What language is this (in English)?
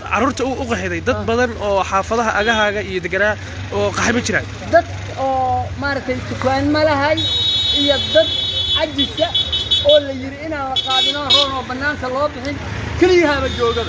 Somali